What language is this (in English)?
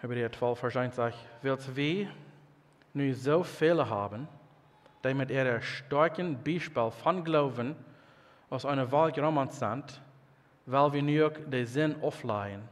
Plautdietsch